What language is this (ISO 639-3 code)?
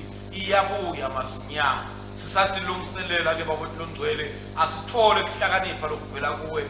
ssw